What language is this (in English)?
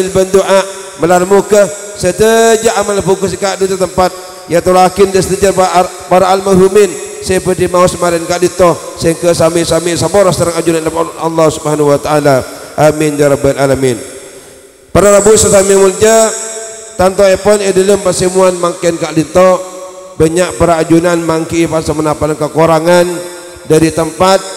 Madurese